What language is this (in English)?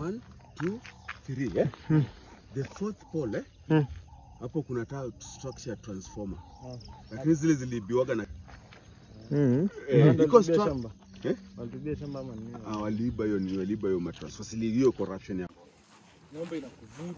Swahili